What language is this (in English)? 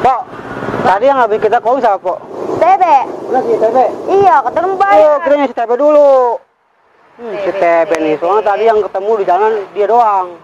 Betawi